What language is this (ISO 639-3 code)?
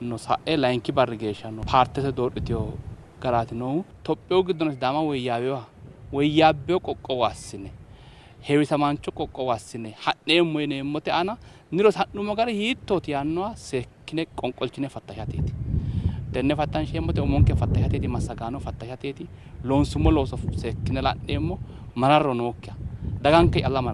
sid